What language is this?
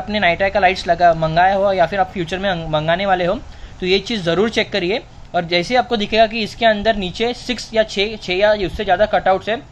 Hindi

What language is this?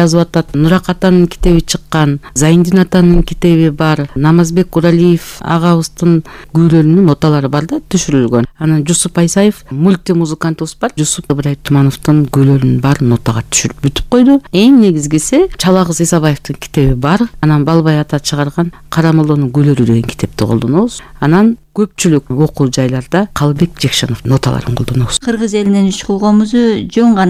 Kyrgyz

